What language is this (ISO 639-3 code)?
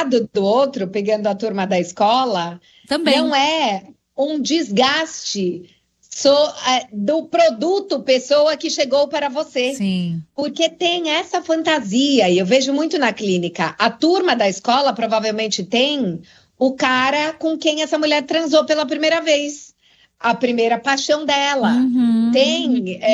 por